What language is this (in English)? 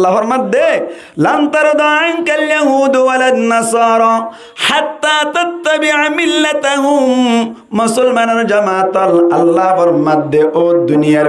Rohingya